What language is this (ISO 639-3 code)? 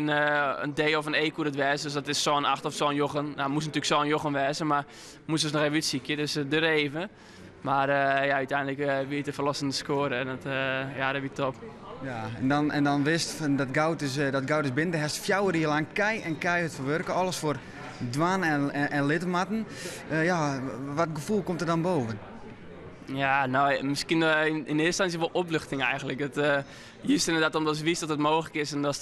fry